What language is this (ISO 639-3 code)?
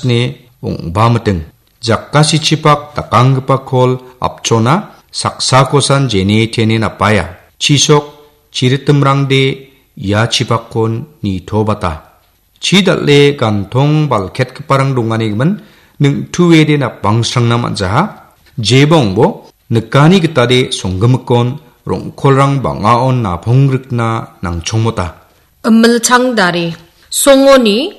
grt